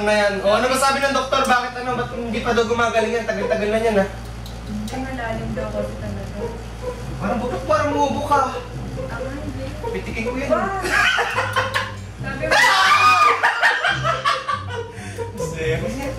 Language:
Filipino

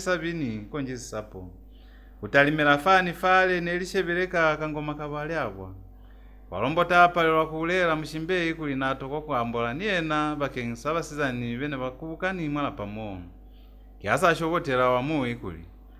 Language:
Lozi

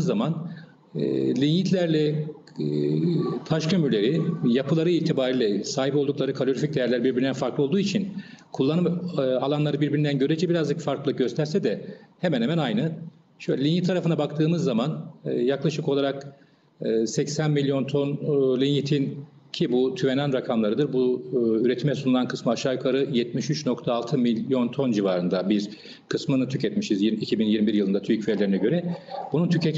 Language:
Turkish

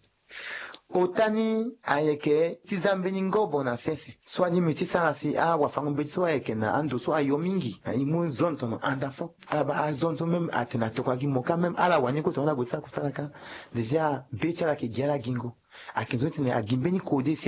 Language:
Sango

